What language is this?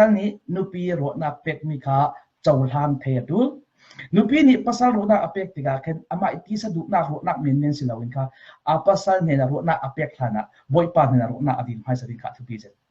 Falam Chin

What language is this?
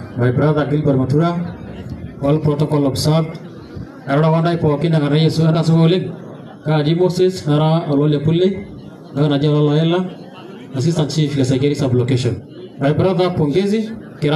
Masai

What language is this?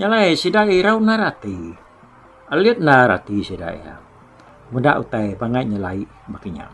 Iban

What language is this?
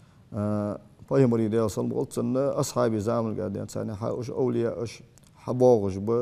Ingush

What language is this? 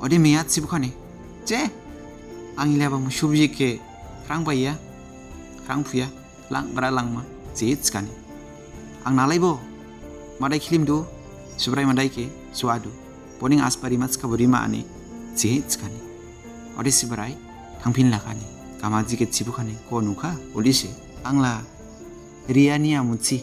Dimasa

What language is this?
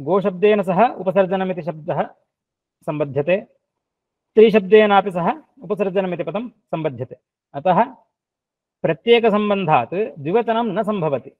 Sanskrit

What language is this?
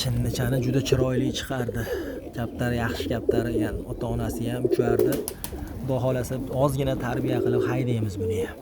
Uzbek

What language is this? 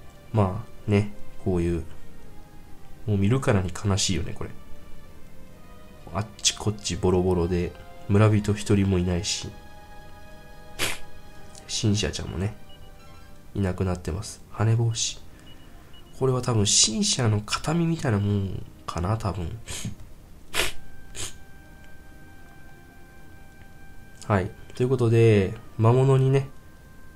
Japanese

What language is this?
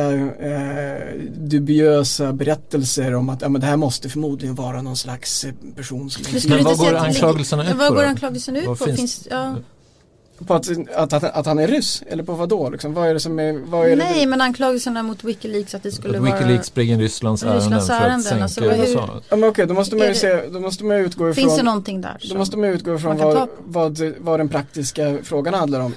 Swedish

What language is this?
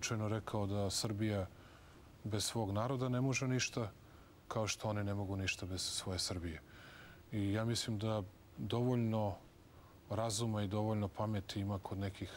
Serbian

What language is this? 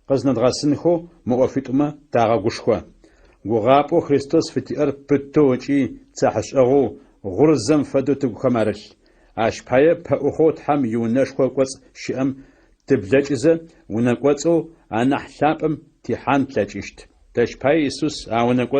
Adyghe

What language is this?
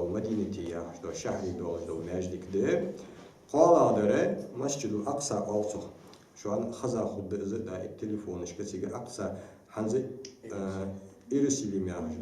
Ingush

